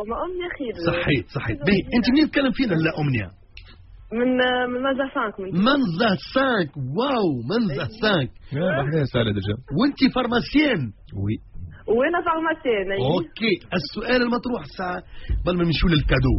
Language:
Tunisian Arabic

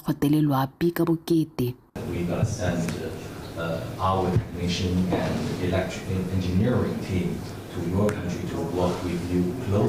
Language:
Tswana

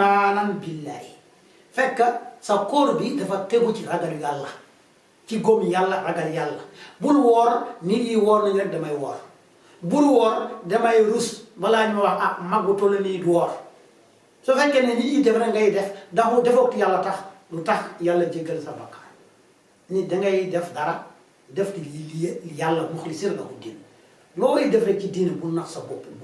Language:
Wolof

